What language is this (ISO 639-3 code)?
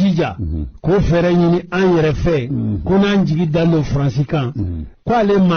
bam